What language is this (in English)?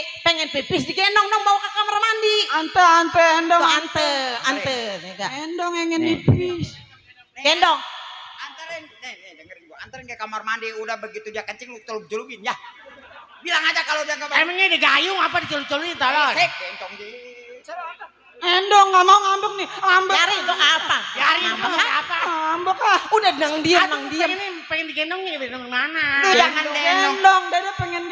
Betawi